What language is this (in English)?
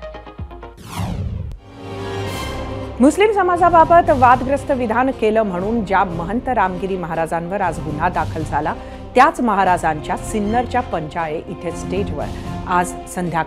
Marathi